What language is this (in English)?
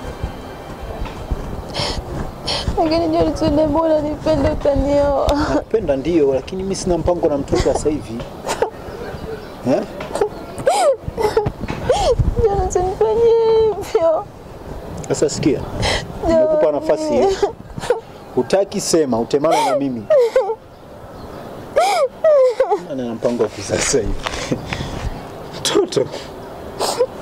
Swahili